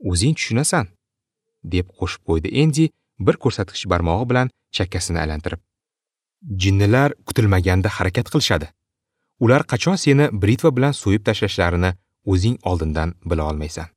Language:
Uzbek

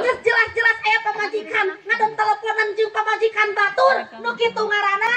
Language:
Sundanese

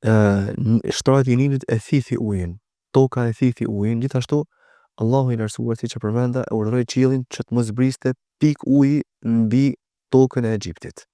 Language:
Albanian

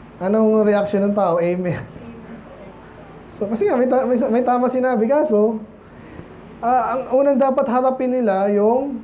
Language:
Filipino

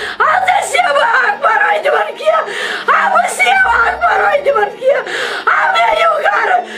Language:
Kashmiri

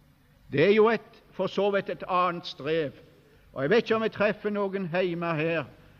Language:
Norwegian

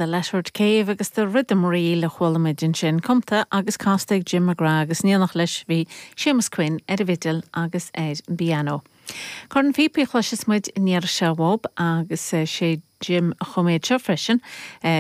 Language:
Irish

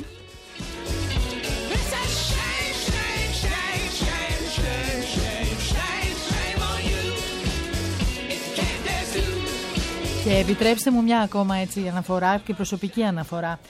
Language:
Greek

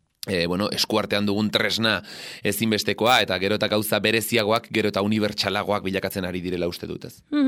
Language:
Basque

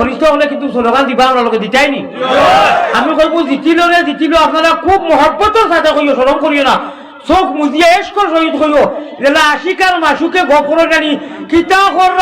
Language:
Sylheti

